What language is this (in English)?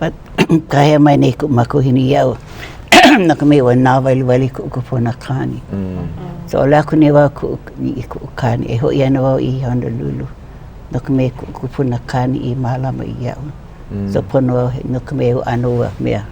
Hawaiian